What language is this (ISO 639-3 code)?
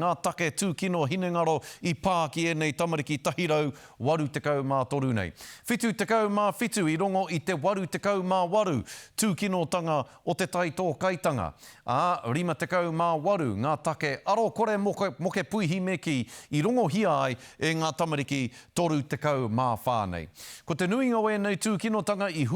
mri